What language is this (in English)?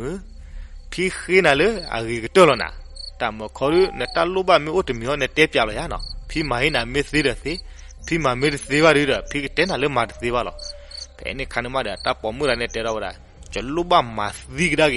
S'gaw Karen